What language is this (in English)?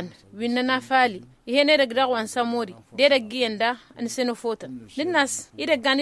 Tamasheq